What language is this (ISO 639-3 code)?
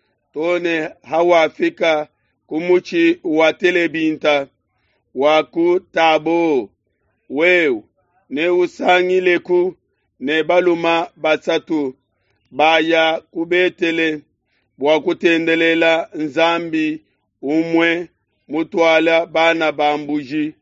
lua